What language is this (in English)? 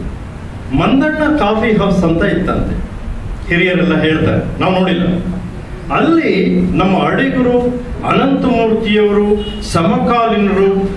Kannada